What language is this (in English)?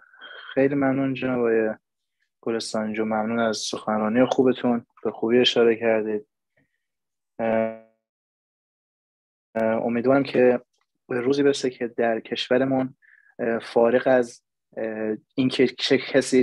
Persian